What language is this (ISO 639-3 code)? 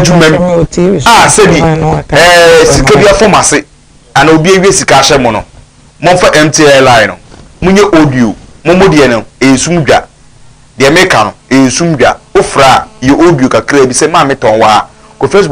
aka